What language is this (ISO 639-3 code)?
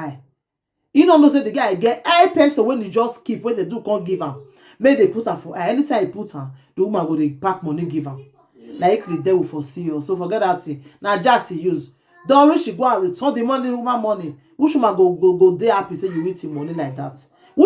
pcm